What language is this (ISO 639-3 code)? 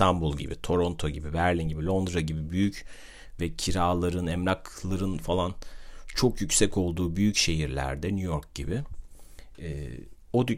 tur